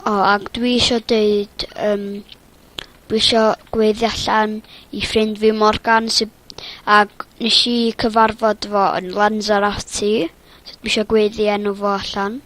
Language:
Welsh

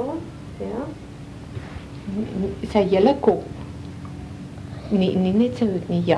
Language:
Afrikaans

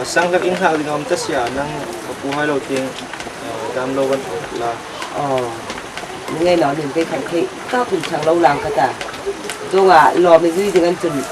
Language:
Hmar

